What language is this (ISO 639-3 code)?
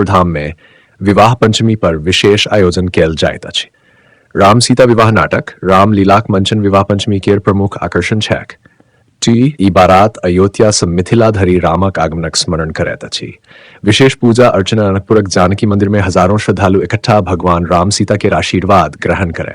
mai